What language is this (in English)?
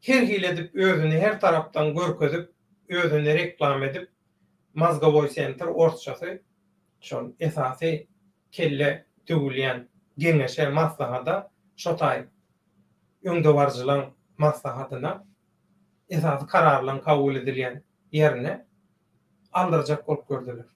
Turkmen